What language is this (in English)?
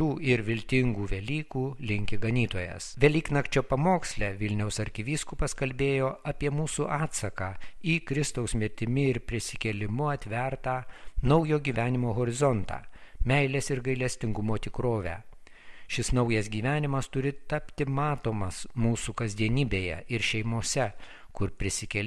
Lithuanian